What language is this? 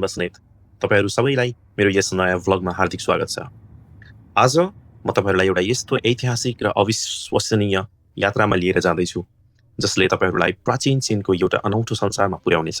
Nepali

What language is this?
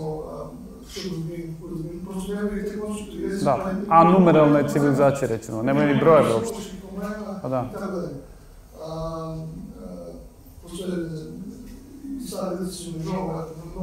Serbian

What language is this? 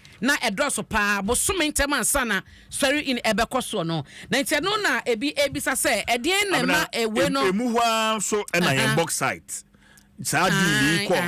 Akan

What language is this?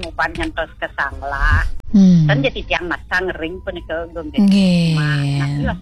Balinese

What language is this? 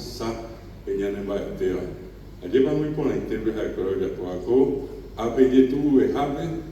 Guarani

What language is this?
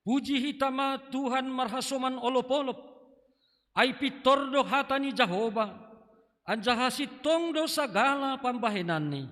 Batak Simalungun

